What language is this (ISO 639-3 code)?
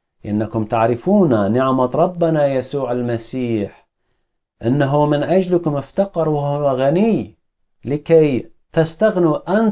aii